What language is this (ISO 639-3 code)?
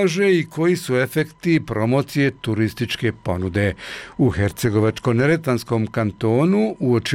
bos